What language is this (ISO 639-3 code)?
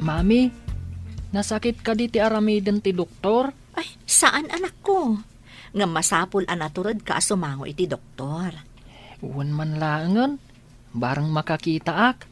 ilo